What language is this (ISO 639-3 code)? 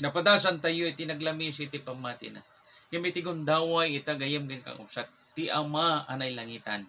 ilo